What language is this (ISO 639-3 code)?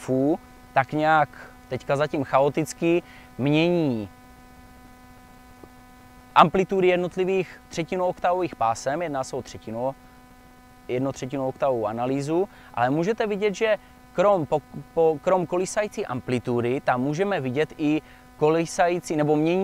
ces